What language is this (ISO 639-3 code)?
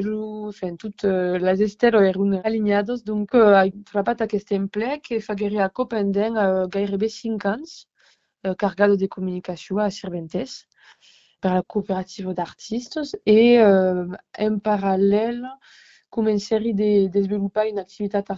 oci